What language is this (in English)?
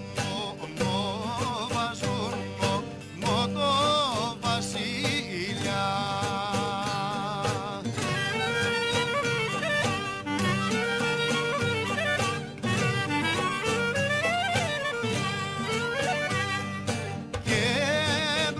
Greek